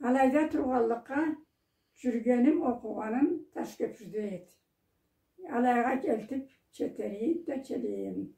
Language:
Karachay-Balkar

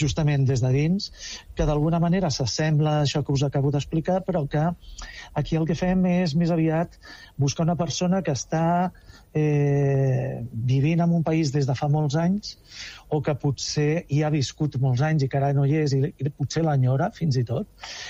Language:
Catalan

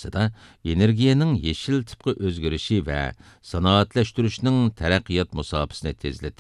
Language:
Uyghur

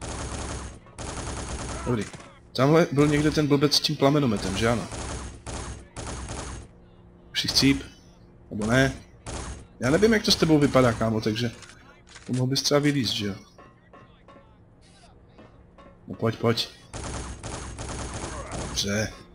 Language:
Czech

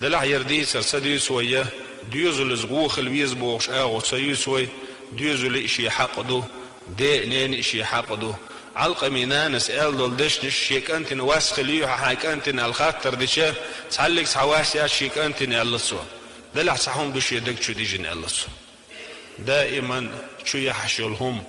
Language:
Chechen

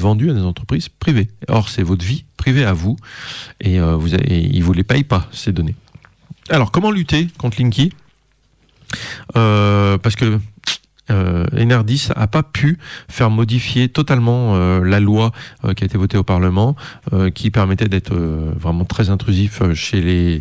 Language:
French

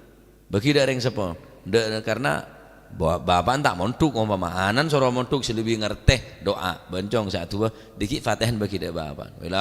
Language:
Madurese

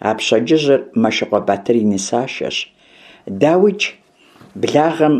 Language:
Kabardian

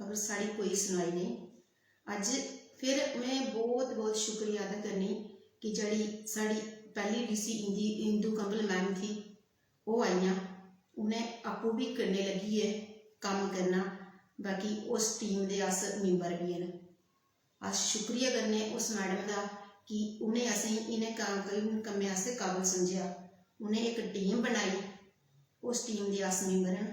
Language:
Dogri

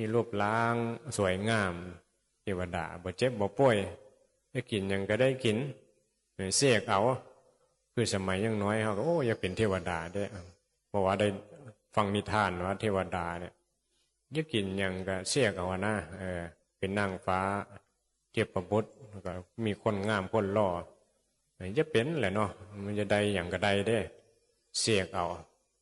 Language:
Northeastern Thai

